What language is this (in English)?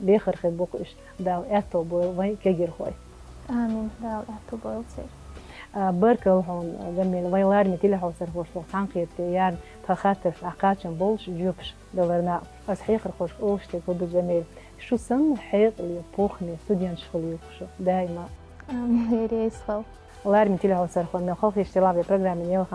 Chechen